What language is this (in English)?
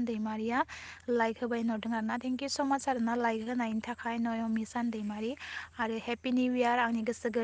Bodo